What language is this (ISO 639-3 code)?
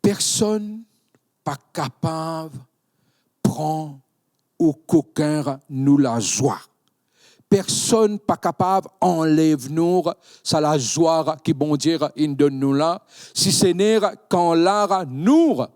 mfe